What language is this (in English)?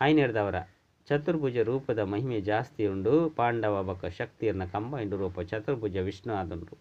Tulu